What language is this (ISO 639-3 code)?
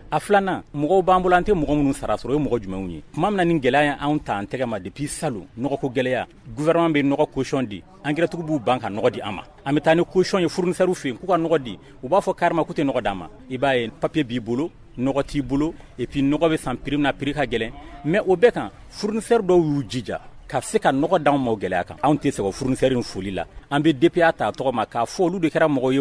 bam